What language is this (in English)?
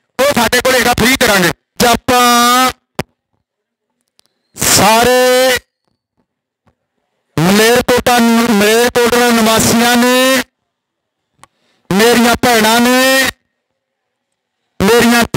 Punjabi